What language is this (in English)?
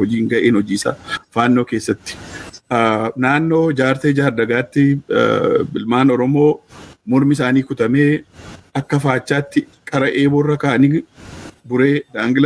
Oromo